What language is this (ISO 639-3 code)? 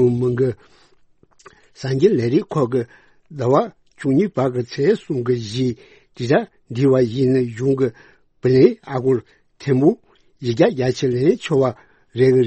bod